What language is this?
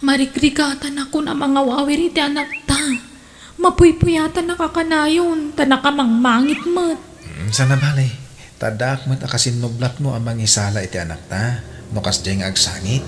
Iloko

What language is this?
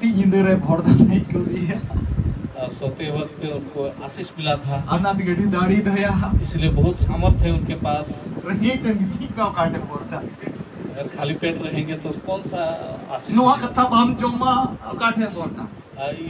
Santali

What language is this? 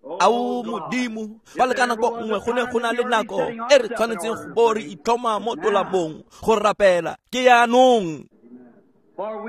Tswana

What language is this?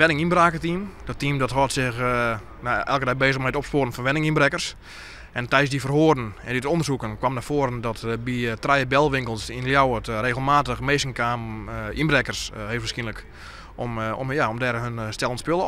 Western Frisian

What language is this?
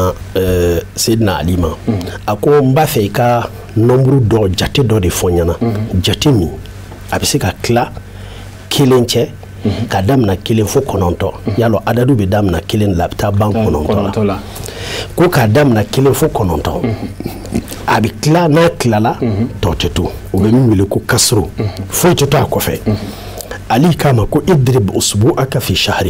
Bambara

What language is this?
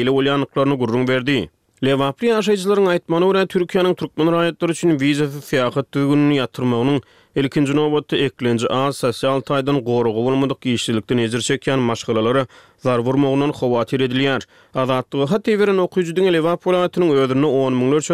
Turkmen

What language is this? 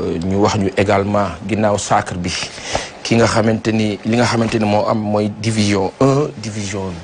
Wolof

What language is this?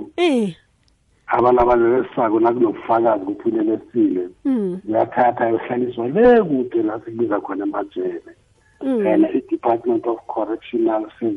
South Ndebele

